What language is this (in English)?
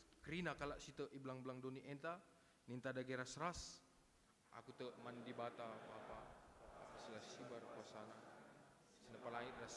Batak Karo